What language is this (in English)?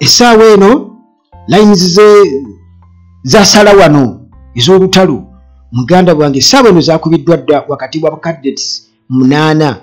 Ganda